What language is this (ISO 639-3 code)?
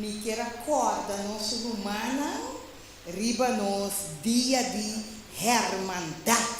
pap